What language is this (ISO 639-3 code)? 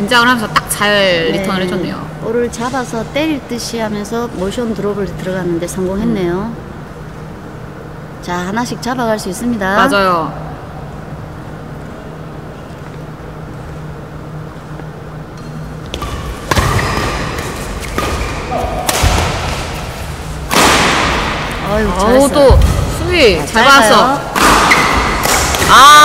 kor